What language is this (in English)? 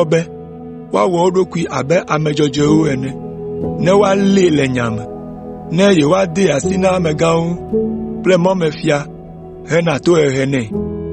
Ewe